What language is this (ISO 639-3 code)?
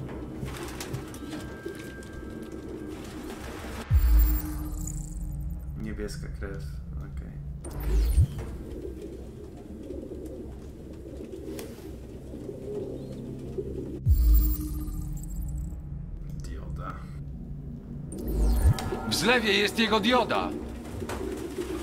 pol